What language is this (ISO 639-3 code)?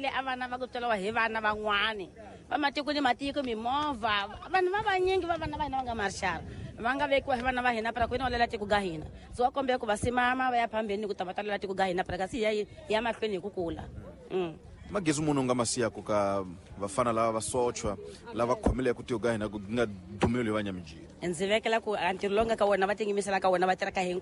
tso